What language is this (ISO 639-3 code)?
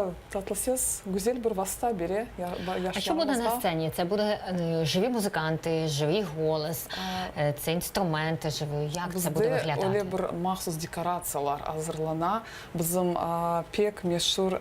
crh